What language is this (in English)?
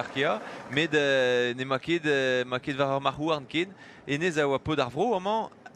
Breton